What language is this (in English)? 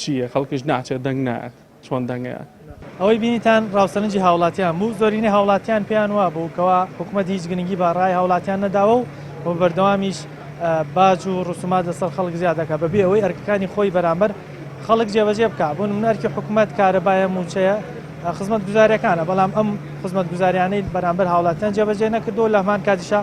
Central Kurdish